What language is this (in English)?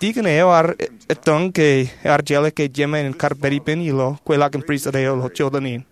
Marshallese